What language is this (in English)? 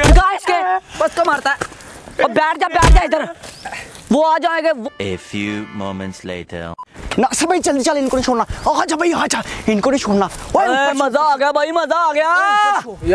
Hindi